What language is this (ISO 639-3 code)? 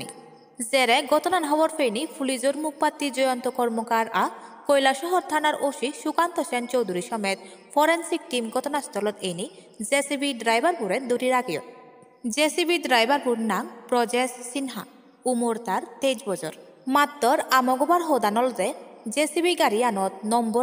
ccp